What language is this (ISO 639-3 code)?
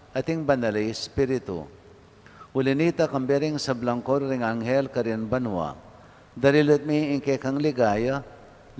pam